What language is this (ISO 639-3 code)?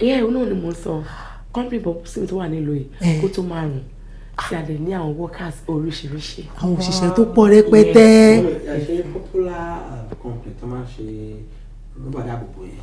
yor